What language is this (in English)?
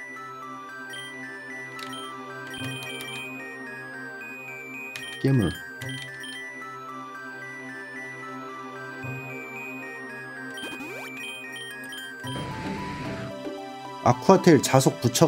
Korean